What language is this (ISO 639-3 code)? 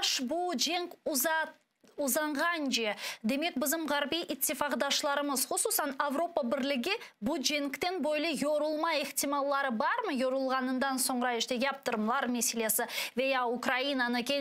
crh